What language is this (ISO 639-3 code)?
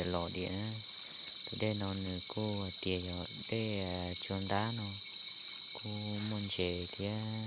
hmn